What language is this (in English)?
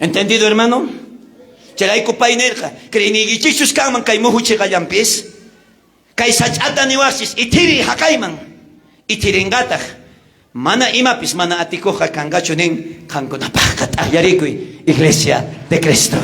South Bolivian Quechua